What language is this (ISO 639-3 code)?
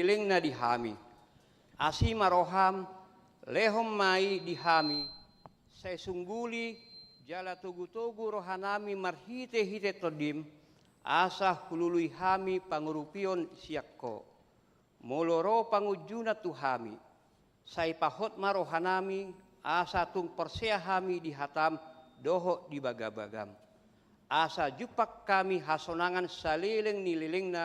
bbc